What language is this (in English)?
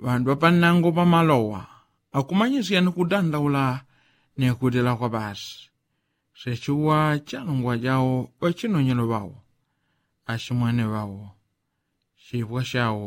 Yao